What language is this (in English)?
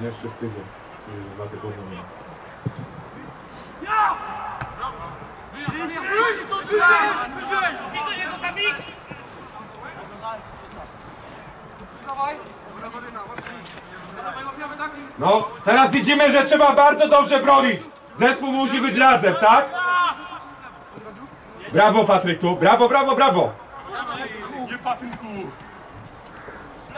Polish